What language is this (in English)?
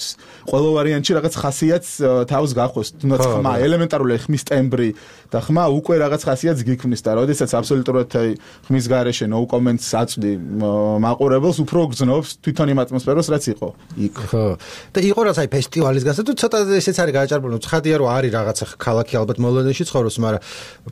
Georgian